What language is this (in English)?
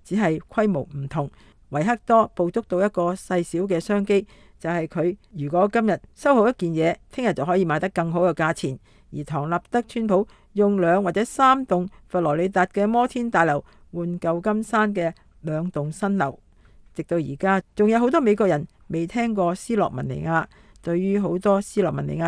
Cantonese